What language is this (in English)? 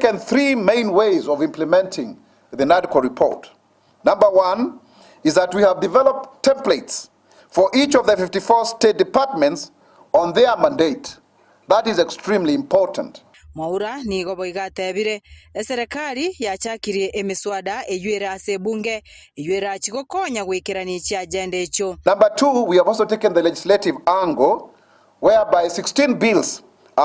Gusii